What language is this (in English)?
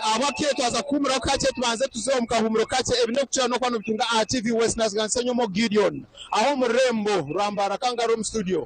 Nyankole